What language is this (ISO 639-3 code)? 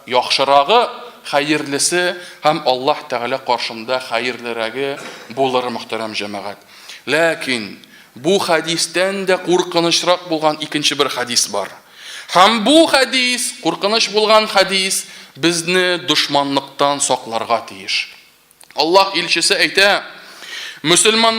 tat